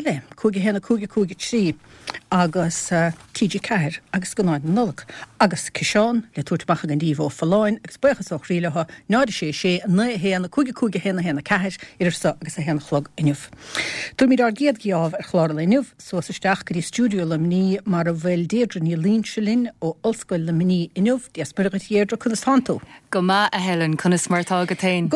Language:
Irish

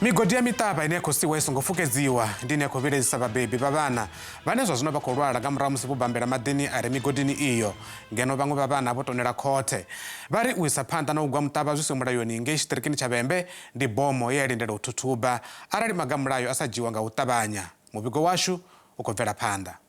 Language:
Venda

